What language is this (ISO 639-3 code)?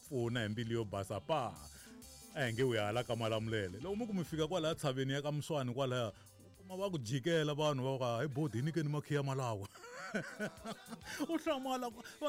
tso